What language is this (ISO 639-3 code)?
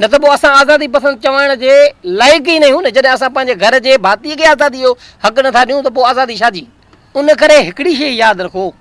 snd